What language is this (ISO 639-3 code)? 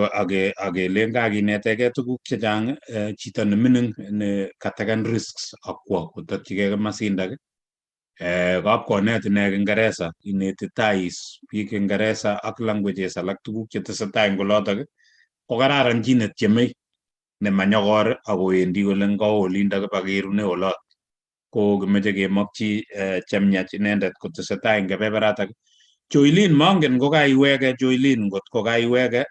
kln